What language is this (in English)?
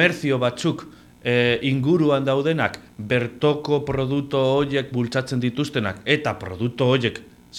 Basque